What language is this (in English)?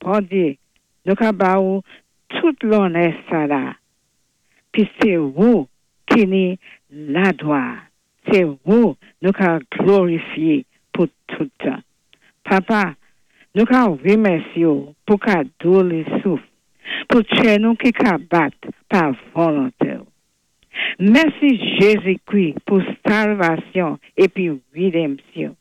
Saint Lucian Creole French